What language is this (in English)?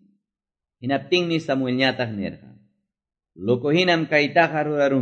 Quechua